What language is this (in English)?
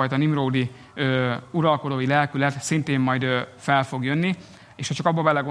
Hungarian